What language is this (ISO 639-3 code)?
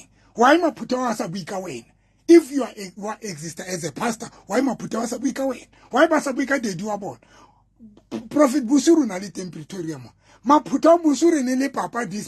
sot